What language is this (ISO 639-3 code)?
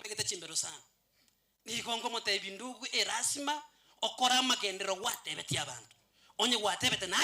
guz